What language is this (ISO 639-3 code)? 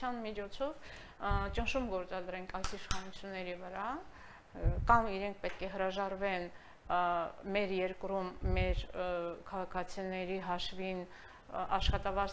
hye